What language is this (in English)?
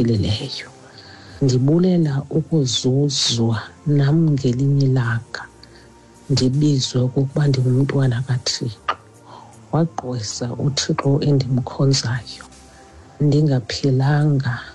Xhosa